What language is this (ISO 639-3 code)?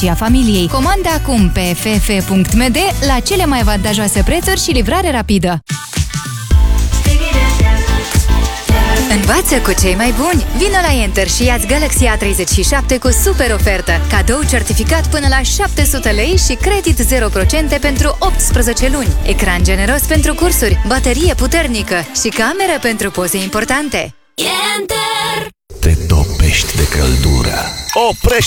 ron